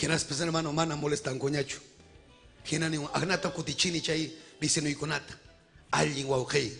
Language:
Ayacucho Quechua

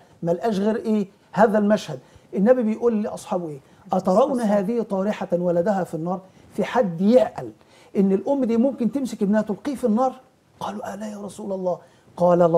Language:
Egyptian Arabic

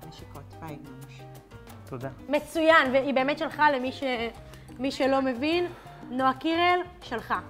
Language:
Hebrew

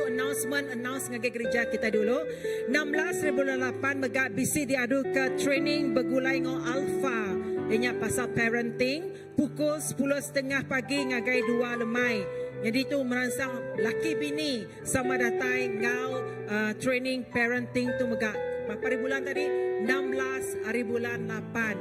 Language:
Iban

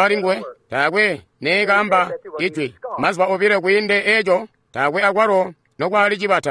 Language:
Tonga (Zambia)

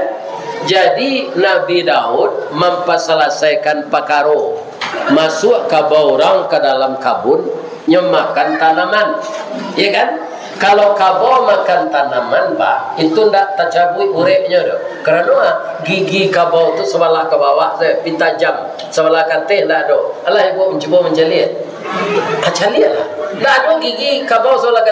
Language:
Minangkabau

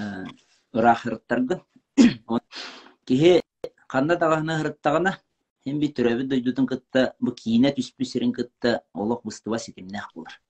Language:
Yakut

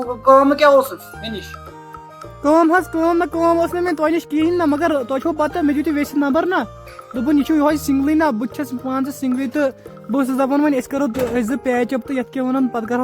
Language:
Kashmiri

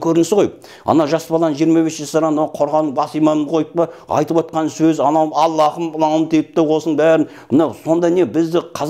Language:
Kazakh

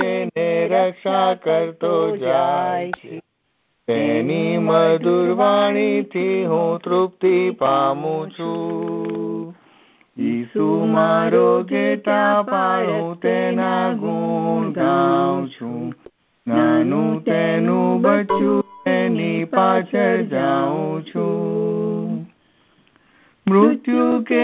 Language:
Gujarati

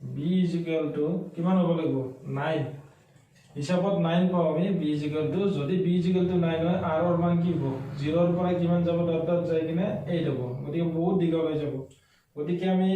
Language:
Assamese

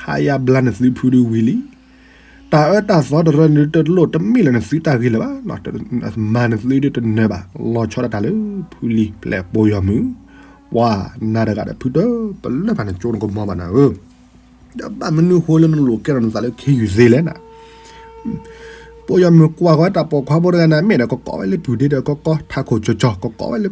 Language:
S'gaw Karen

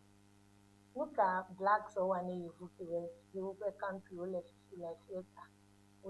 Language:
Ewe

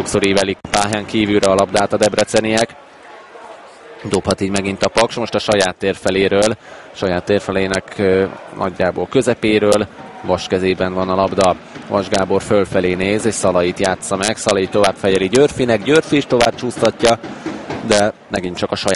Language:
Hungarian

